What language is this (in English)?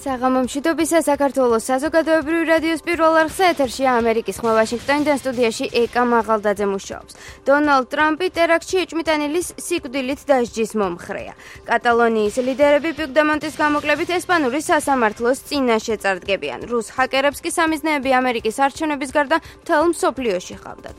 Georgian